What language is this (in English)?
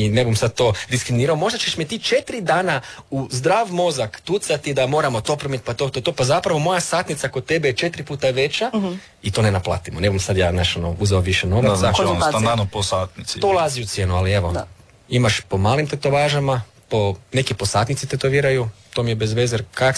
Croatian